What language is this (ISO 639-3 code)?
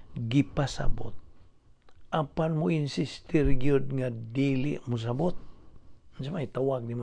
ceb